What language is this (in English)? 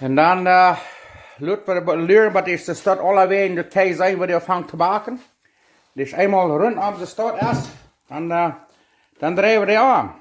Plautdietsch